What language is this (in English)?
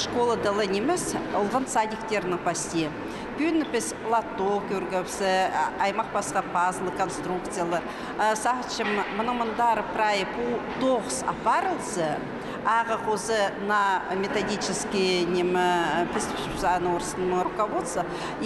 Khakas